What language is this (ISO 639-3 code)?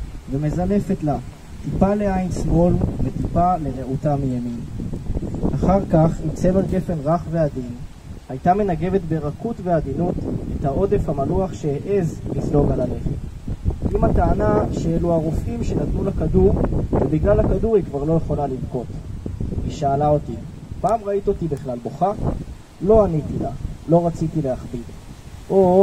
heb